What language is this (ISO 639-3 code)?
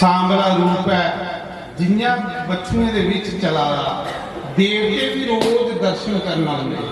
doi